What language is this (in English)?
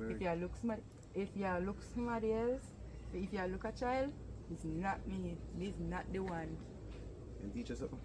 Jamaican Creole English